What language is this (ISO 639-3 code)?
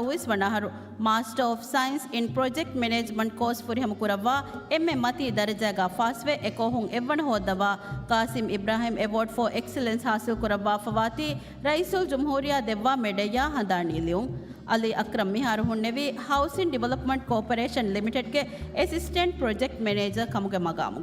div